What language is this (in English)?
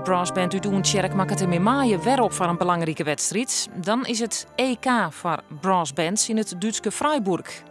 Western Frisian